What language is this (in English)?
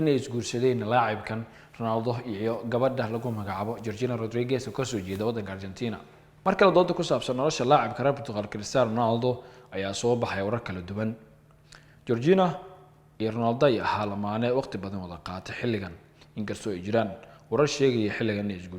Somali